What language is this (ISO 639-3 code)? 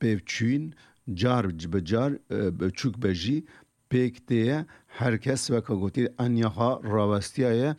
kur